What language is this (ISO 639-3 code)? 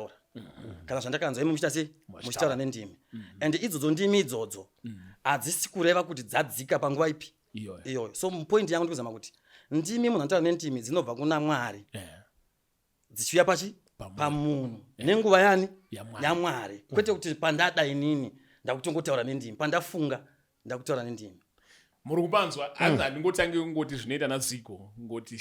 sna